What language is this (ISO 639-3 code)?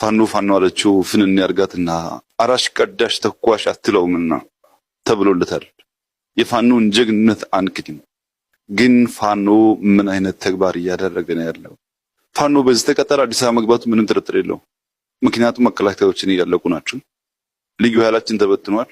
amh